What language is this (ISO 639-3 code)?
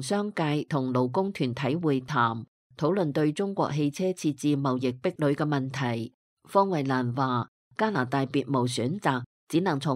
yue